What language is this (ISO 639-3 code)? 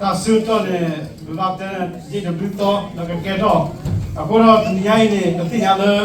ksw